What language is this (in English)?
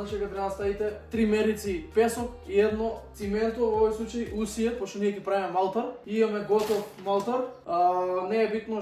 Macedonian